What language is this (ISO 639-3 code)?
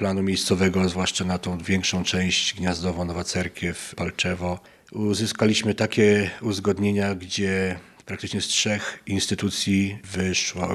pol